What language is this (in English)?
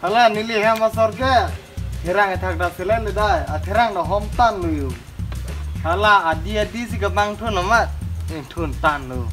Karbi